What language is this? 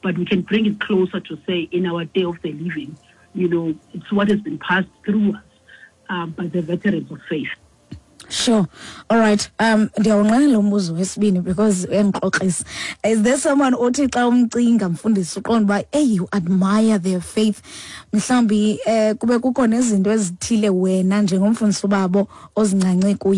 Xhosa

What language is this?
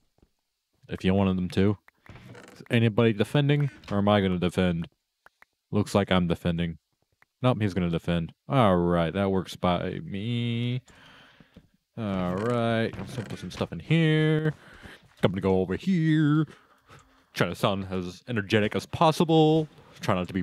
English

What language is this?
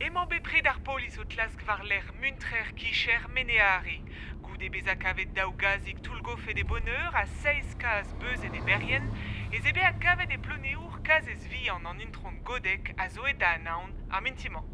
Breton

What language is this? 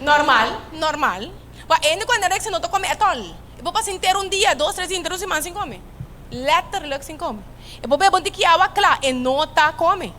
Papiamento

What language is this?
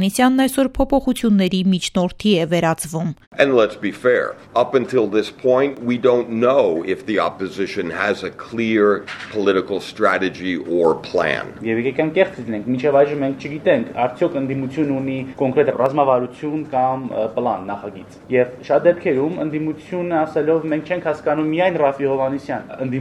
Armenian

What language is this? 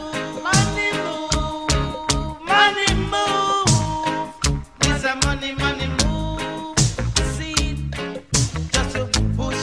Jamaican Creole English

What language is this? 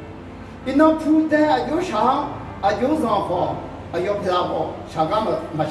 Akha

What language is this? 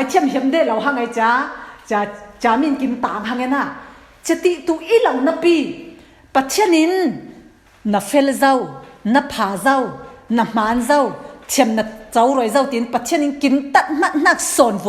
Falam Chin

